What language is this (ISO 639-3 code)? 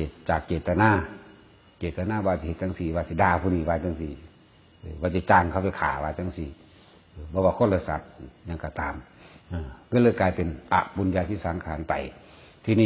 tts